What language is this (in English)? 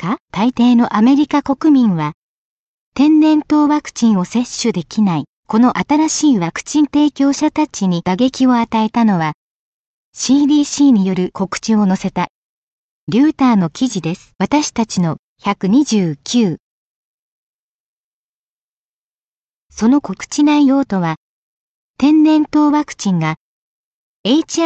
Japanese